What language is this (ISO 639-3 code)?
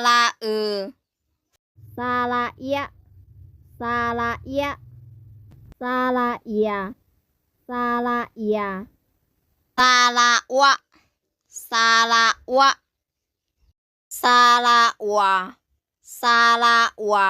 lao